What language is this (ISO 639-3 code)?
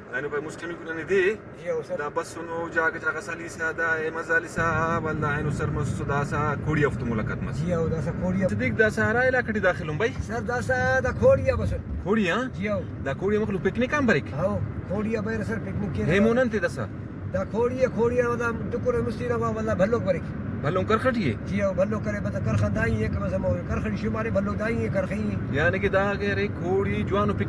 brh